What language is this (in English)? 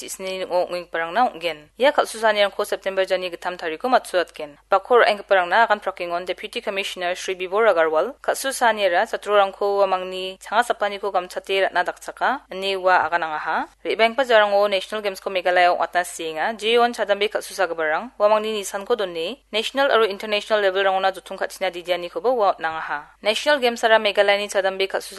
Garo